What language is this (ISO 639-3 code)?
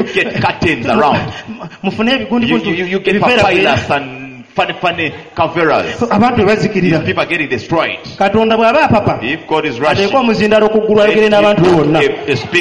lug